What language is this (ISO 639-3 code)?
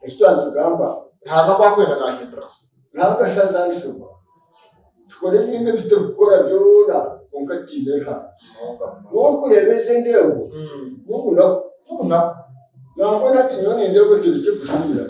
nyn